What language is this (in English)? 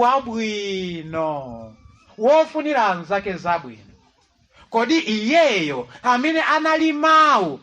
Nyanja